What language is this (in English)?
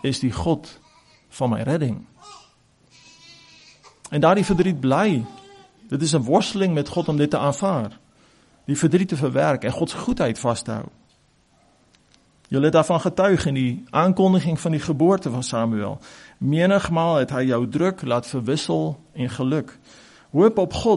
Afrikaans